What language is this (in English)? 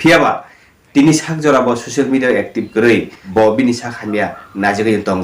Kok Borok